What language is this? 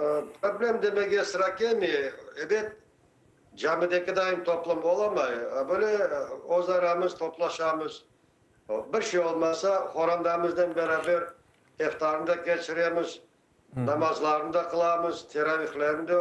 Crimean Tatar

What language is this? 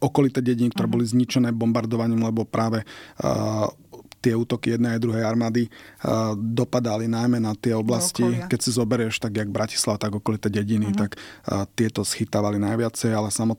Slovak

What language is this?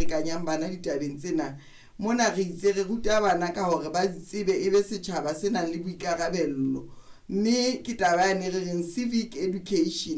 Southern Sotho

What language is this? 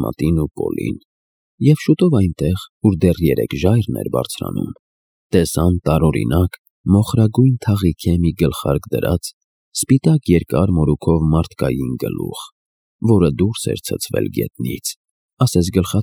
Armenian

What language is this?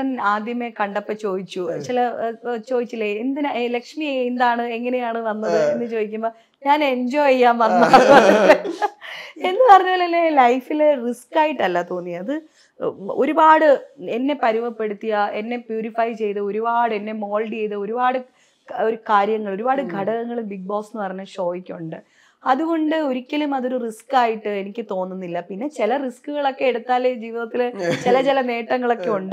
Malayalam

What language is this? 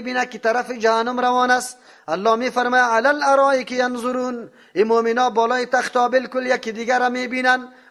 Persian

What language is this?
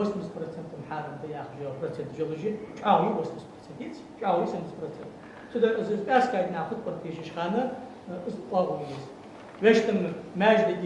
Ingush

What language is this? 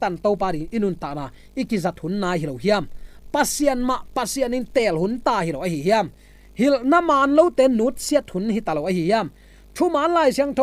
Tedim Chin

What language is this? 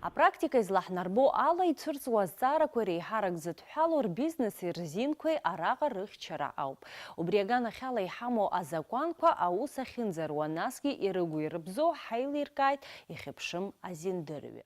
Abkhazian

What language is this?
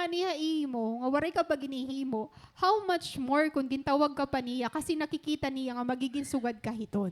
Waray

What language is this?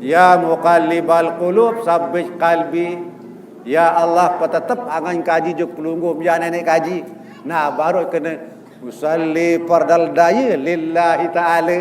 Sasak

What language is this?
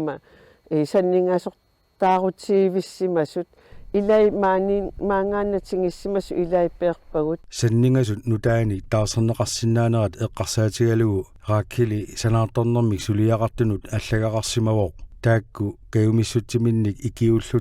Kalaallisut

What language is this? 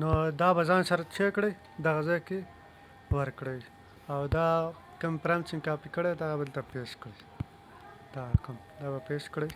Pashto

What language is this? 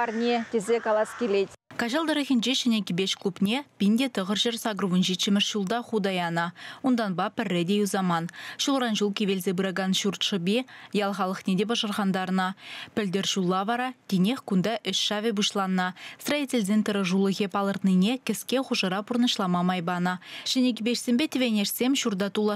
Chuvash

